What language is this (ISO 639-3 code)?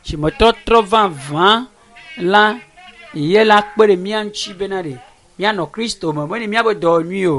ewe